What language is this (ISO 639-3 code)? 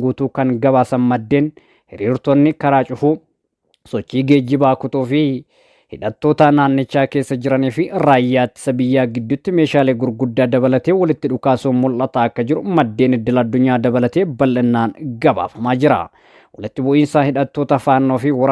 orm